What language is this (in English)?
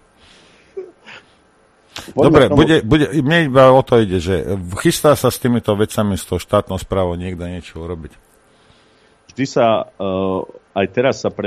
Slovak